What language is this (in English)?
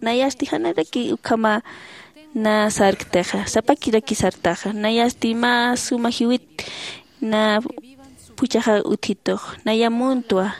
Aymara